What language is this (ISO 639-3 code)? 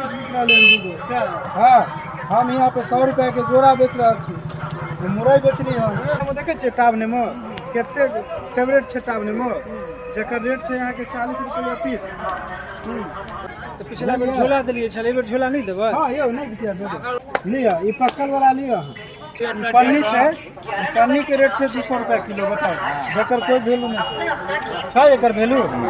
mai